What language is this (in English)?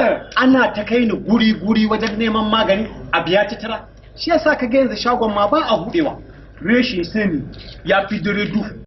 Hausa